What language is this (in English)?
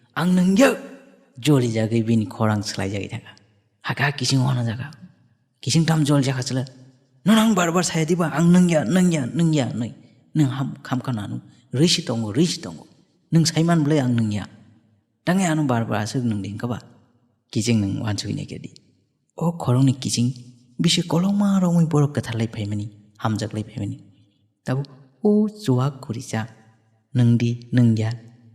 Kok Borok